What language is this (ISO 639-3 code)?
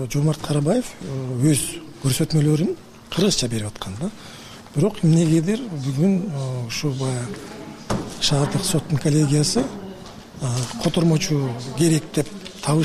kir